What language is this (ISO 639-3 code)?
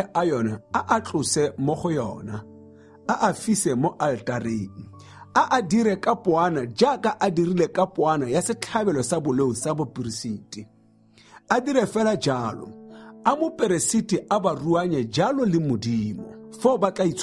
tsn